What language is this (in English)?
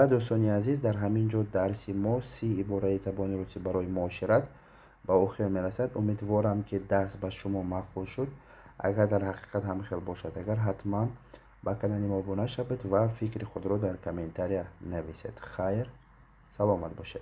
Tajik